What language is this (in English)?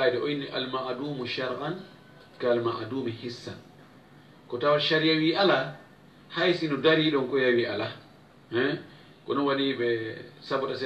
Fula